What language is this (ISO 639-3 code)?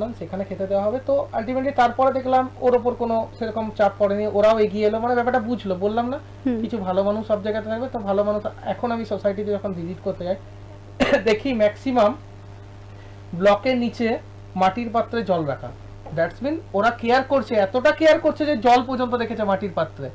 ben